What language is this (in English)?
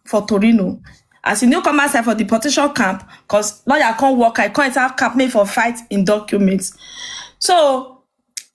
Nigerian Pidgin